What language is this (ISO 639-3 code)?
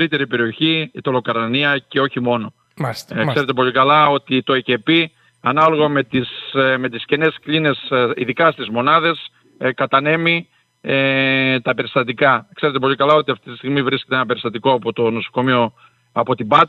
ell